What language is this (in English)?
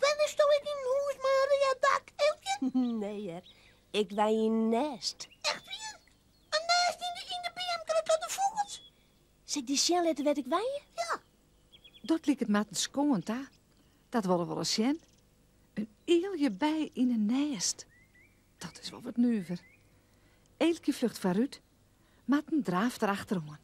Western Frisian